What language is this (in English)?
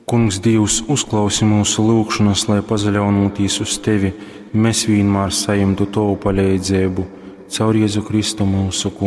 Latgalian